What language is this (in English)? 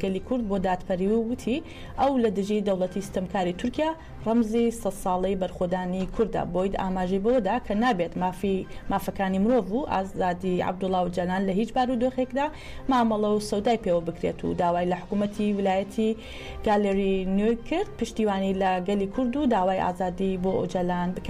Central Kurdish